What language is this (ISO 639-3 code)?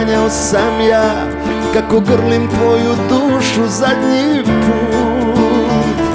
hrv